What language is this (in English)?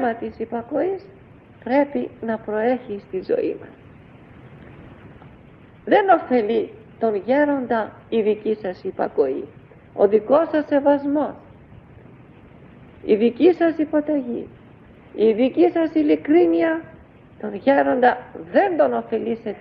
Greek